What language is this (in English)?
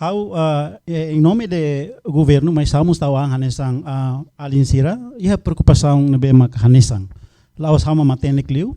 Tetum